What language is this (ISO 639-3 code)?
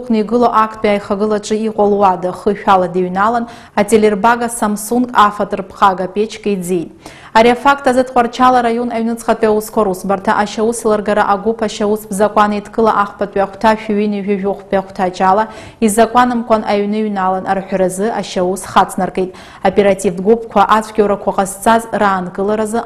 abk